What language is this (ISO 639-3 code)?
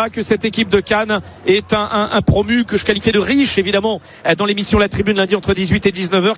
fra